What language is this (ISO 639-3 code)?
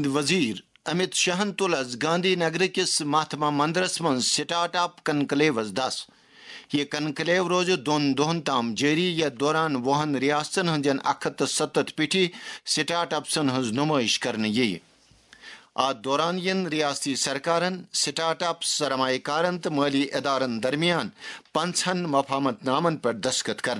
kas